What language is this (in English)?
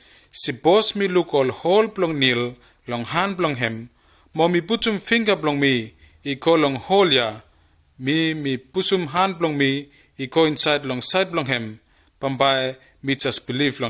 Bislama